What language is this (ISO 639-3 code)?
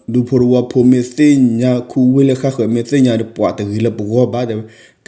ksw